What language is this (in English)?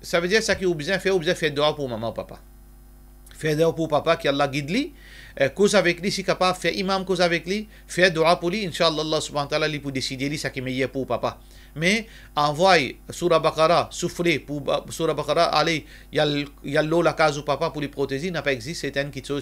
Morisyen